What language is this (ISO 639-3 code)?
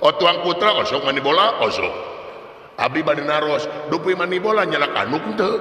sun